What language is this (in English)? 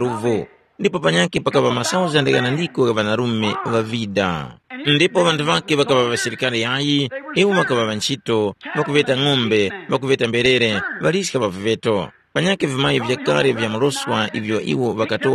Tumbuka